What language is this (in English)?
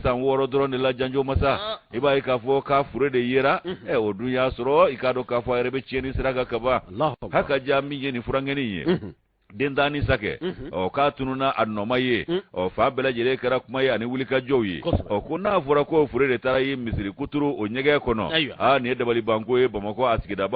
Bambara